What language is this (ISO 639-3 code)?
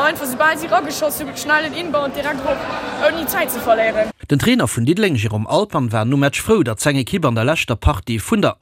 ltz